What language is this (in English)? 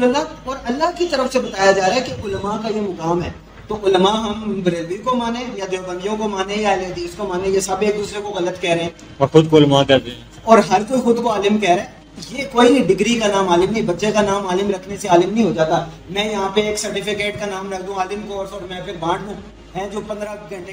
Urdu